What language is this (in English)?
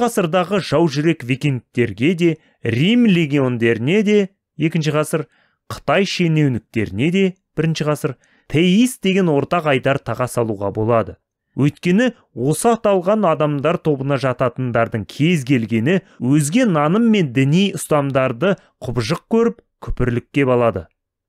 Kazakh